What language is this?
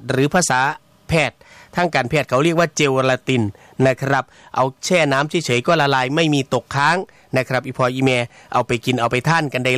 Thai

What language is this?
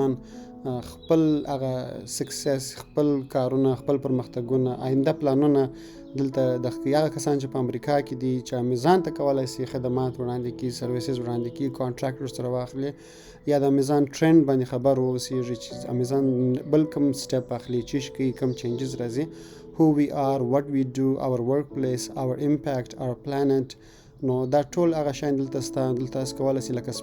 Pashto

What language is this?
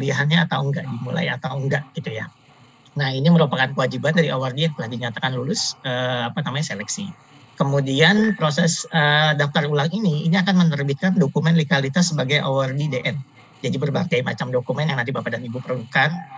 Indonesian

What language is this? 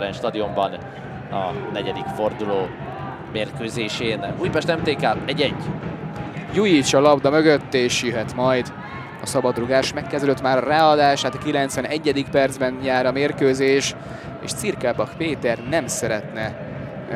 Hungarian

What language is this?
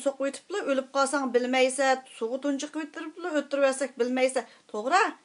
Uyghur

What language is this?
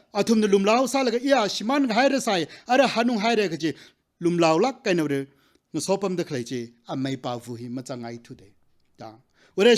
Tangkhul Naga (India)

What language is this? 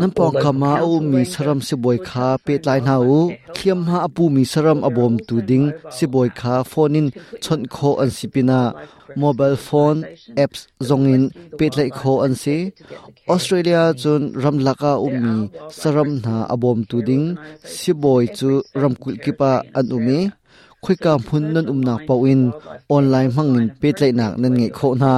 Hakha Chin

